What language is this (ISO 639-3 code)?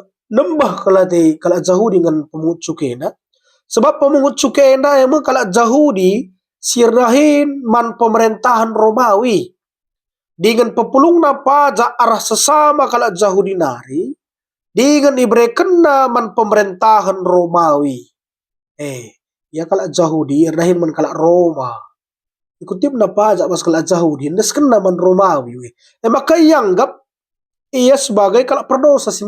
btx